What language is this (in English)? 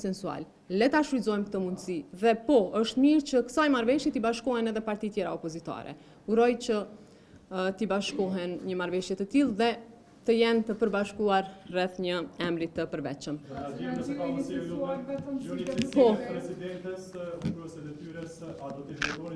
Albanian